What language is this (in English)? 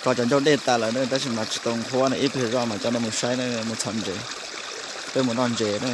Hmong